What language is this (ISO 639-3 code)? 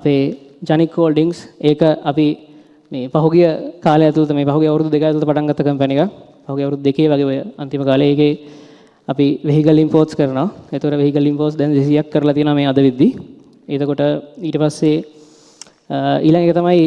sin